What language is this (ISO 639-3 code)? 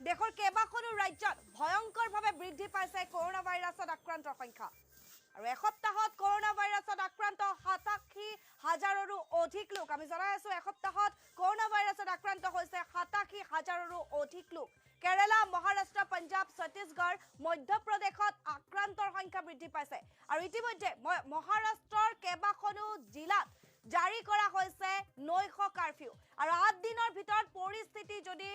asm